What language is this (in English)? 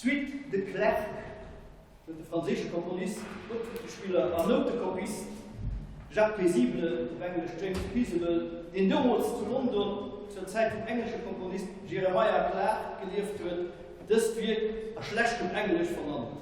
Luxembourgish